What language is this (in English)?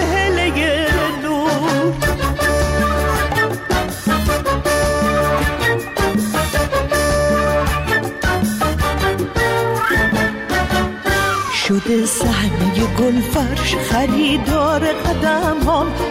Persian